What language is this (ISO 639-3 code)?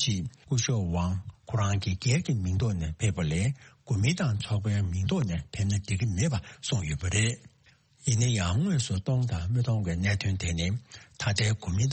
bod